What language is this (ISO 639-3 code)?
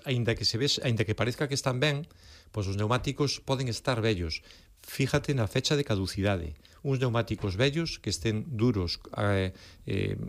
glg